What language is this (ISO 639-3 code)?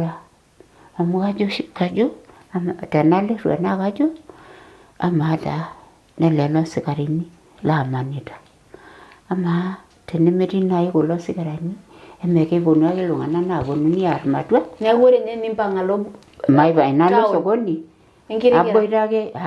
mas